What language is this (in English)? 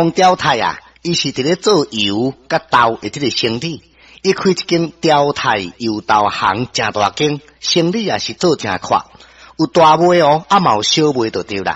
Min Nan Chinese